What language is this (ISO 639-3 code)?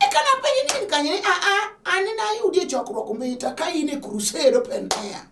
luo